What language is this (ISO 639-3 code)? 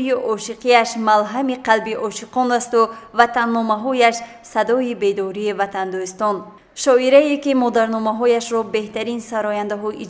tgk